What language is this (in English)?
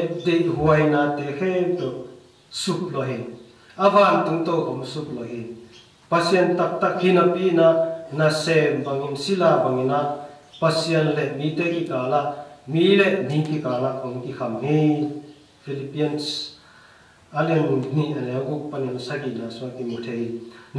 Tedim Chin